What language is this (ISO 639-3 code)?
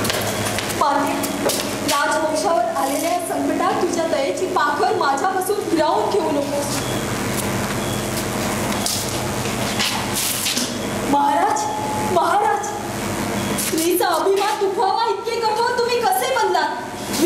mar